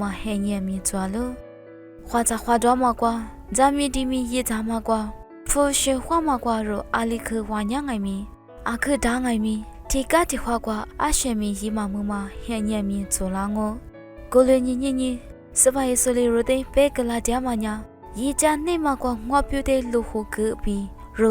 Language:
Lisu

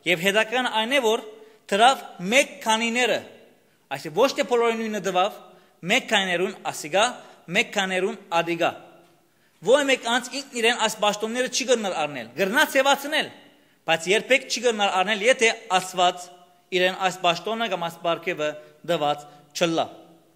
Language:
Western Armenian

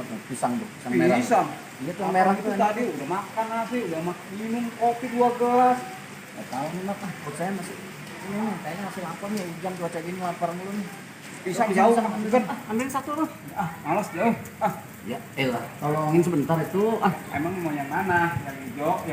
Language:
Betawi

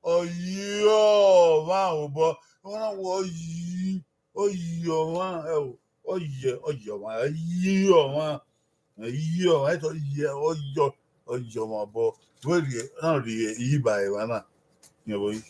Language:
Bini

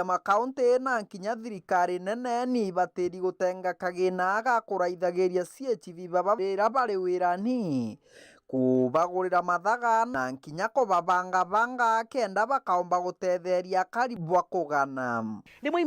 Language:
Meru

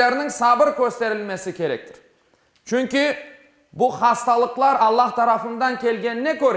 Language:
Crimean Tatar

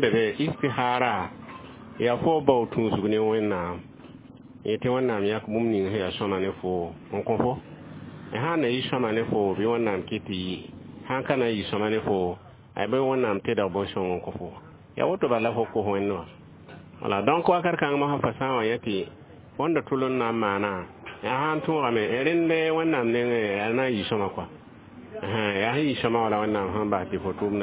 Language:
Mossi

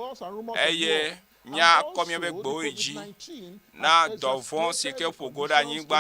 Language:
Ewe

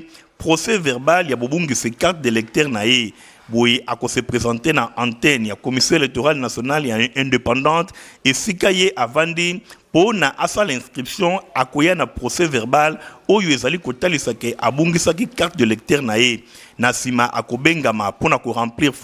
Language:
Lingala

